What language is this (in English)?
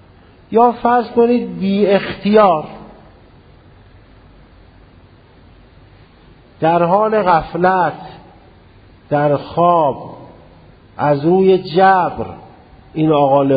Persian